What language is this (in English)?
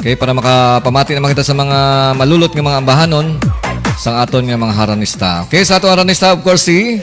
Hiligaynon